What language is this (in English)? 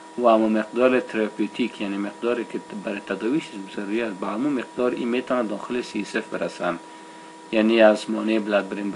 Persian